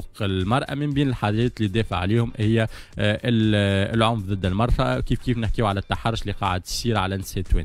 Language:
Tunisian Arabic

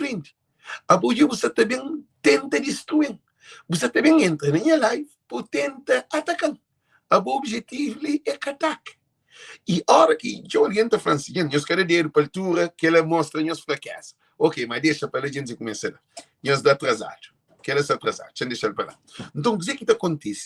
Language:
Kabuverdianu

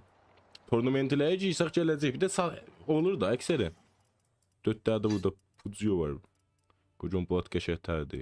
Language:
South Azerbaijani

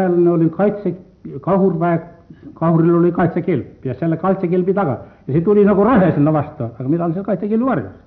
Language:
Estonian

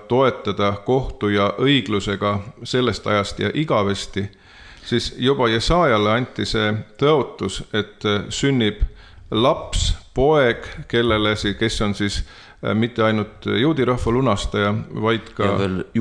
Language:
Estonian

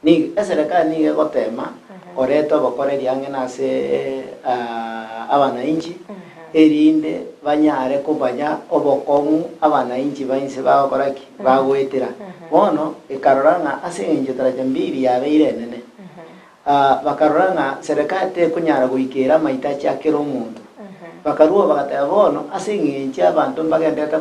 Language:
Gusii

